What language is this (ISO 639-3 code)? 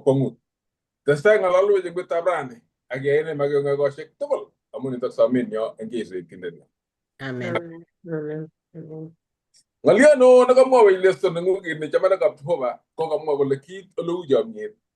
kln